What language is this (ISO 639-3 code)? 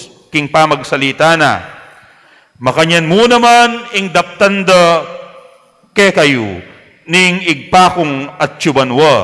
pam